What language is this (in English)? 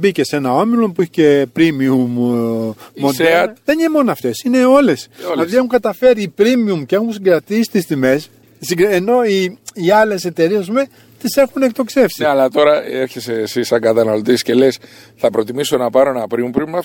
Greek